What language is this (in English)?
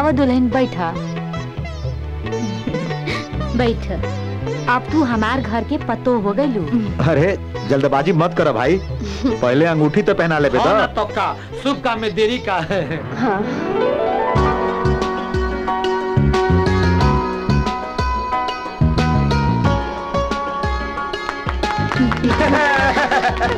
Bhojpuri